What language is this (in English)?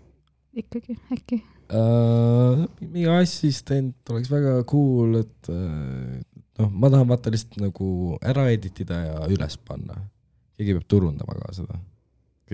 Estonian